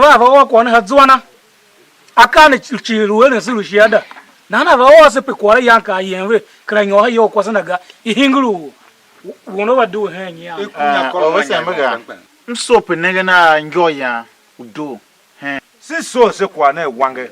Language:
Tiv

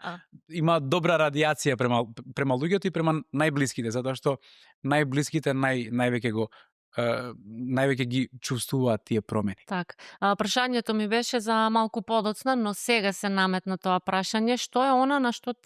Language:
Macedonian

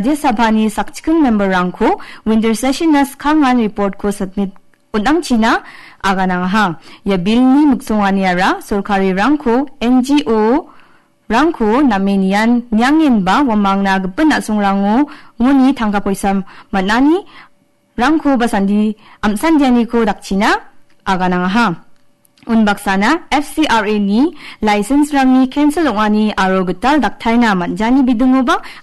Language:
Garo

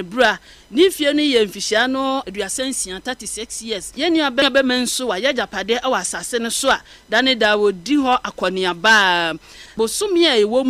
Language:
Akan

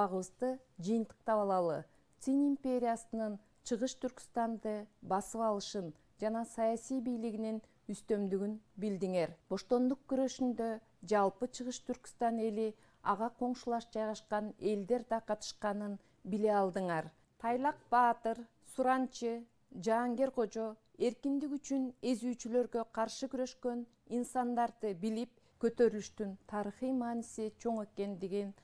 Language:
Kyrgyz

